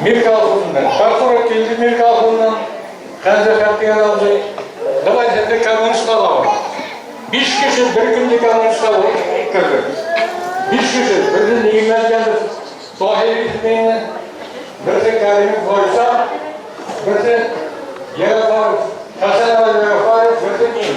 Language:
Bashkir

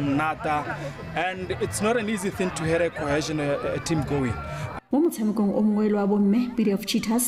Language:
Tswana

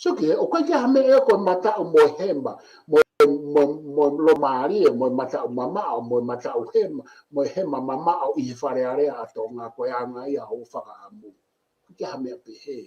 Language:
Tongan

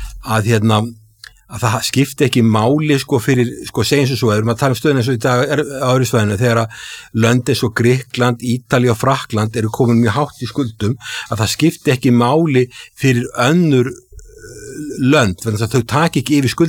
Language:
Icelandic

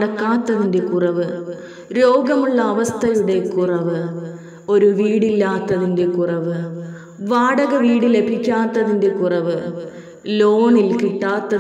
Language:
Malayalam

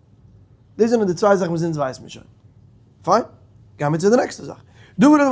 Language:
Yiddish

